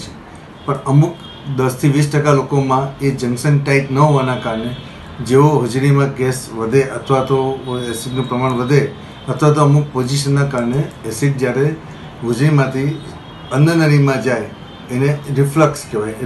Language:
Gujarati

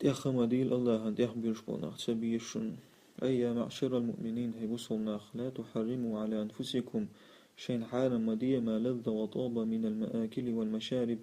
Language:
Chechen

